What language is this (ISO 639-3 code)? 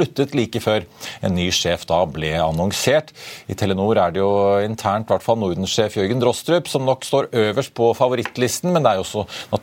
nor